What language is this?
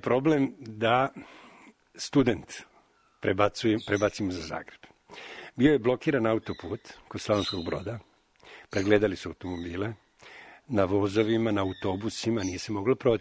Serbian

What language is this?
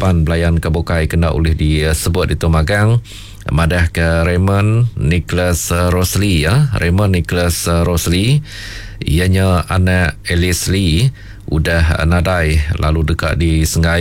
Iban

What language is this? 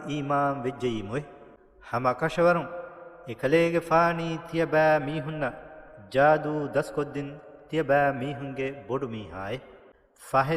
Divehi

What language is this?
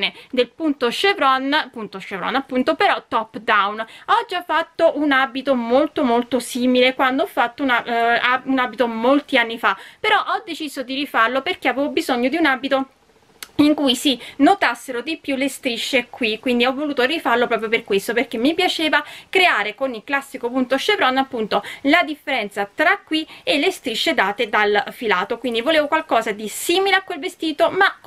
Italian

